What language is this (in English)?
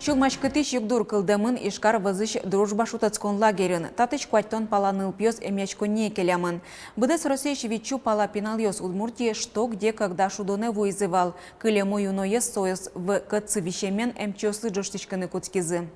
Udmurt